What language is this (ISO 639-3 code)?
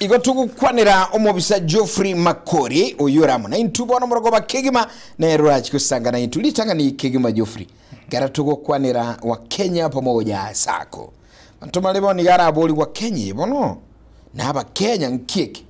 guz